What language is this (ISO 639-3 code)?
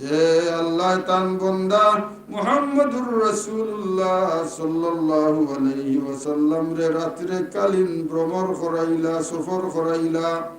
syl